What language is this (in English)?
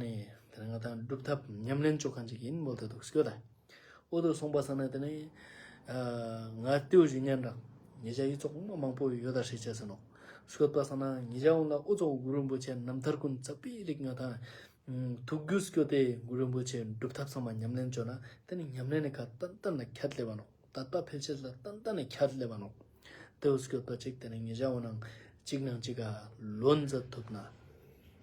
Ladakhi